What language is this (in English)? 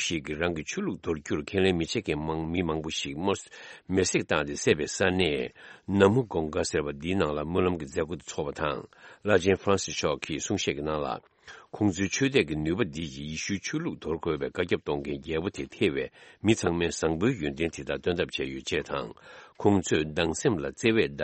Tibetan